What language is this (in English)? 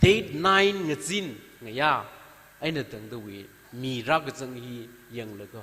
Tangkhul Naga (India)